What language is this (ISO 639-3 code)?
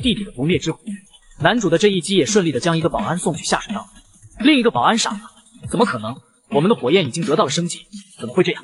zho